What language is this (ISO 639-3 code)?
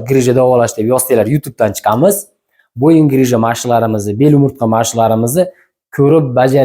uzb